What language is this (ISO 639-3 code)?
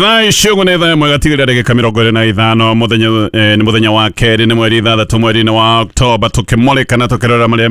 kik